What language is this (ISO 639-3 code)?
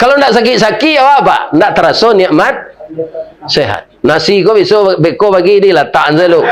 min